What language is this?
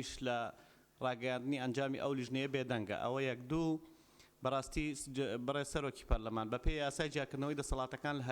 Central Kurdish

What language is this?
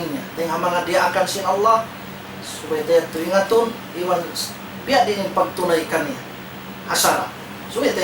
Tausug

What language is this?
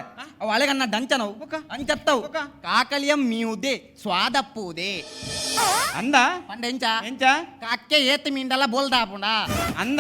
Tulu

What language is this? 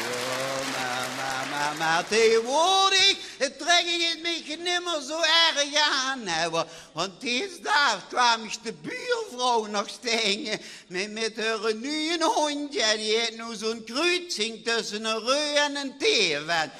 Limburgish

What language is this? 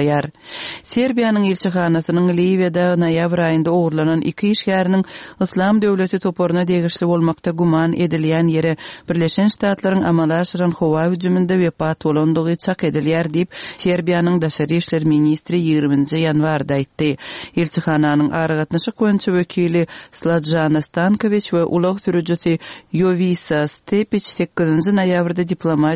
Turkmen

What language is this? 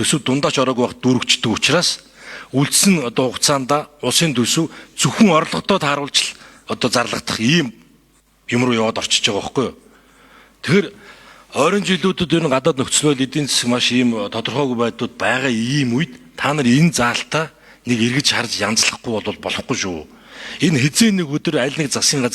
Mongolian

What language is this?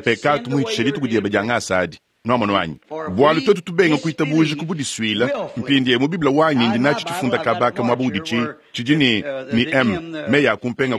Luba-Lulua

